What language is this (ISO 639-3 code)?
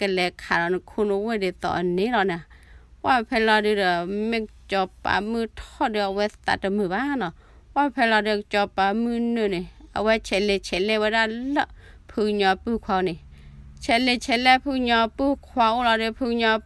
ksw